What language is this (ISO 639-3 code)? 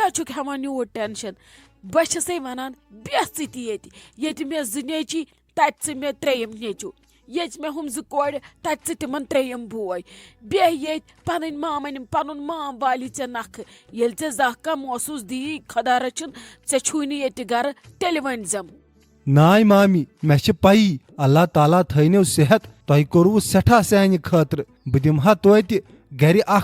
kas